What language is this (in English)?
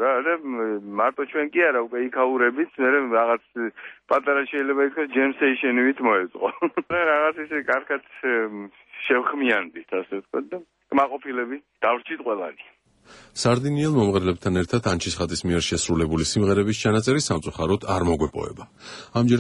Georgian